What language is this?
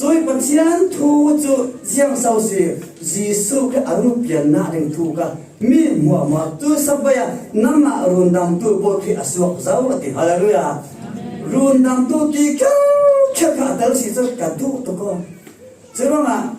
Falam Chin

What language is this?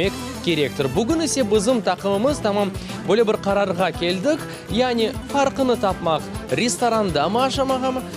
Crimean Tatar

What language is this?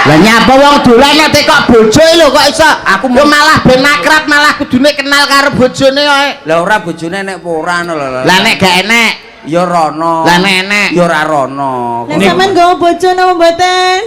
Javanese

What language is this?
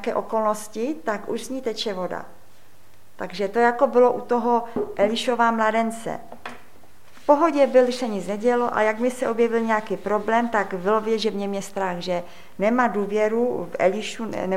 Czech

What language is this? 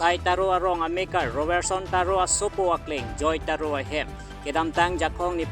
Karbi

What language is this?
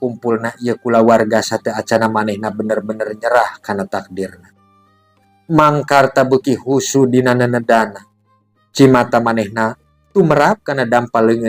Sundanese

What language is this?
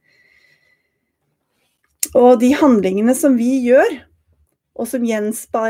Norwegian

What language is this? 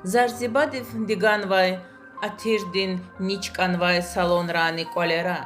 Lezghian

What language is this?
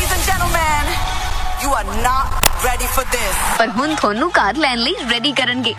Punjabi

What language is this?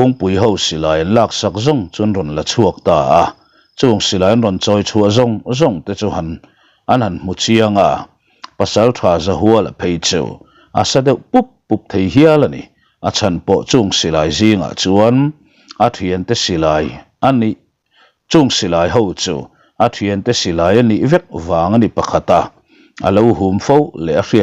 Mizo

